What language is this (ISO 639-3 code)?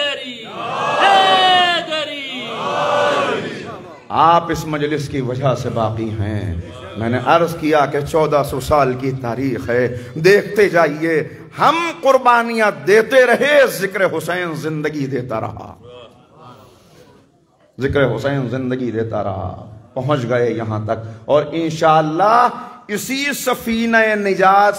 urd